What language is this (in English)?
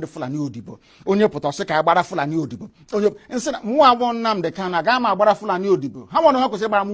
Igbo